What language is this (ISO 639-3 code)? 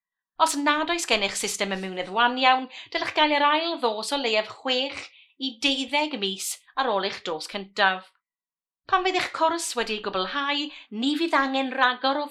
cym